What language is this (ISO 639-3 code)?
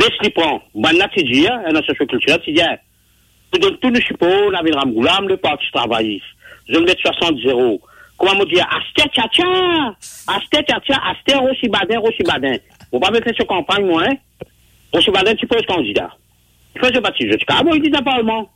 mfe